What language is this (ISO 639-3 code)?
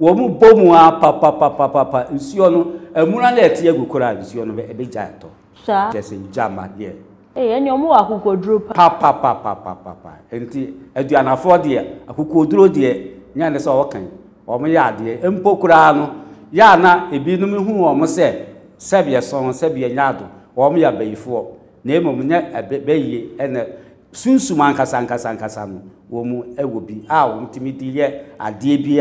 aka